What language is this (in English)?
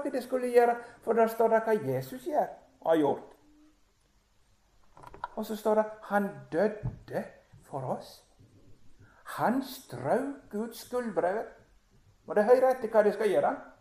Norwegian